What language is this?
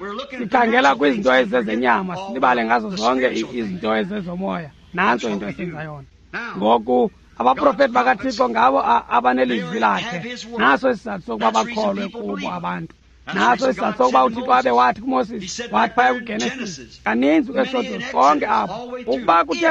Xhosa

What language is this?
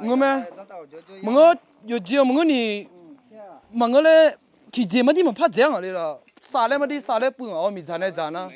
Akha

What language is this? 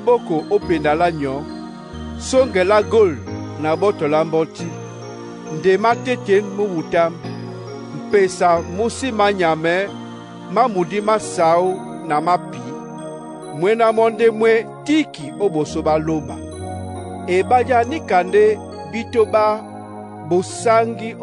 Duala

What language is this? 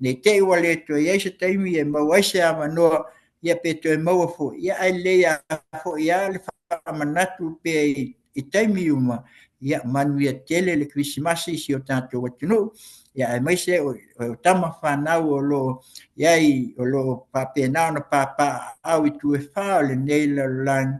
Samoan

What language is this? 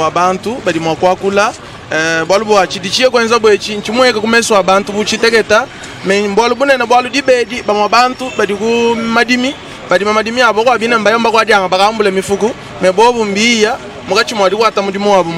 Luba-Lulua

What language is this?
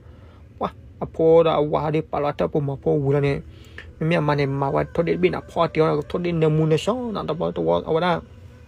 S'gaw Karen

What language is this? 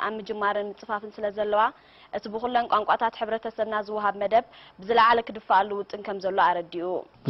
Tigrinya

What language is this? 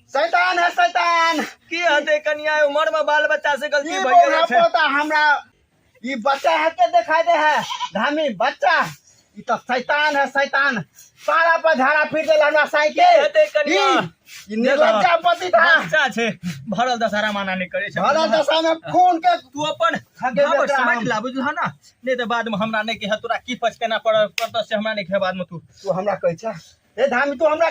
Maithili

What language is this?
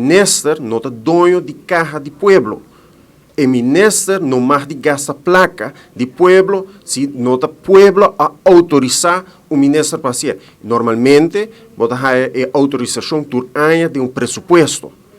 Papiamento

